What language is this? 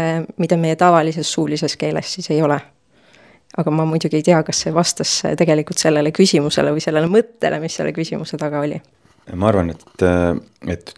Estonian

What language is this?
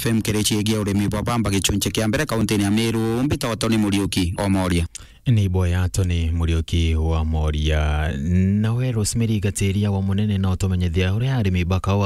Meru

